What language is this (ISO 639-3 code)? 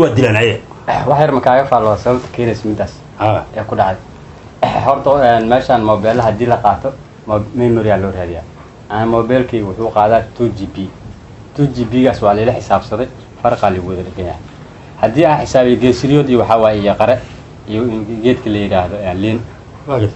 som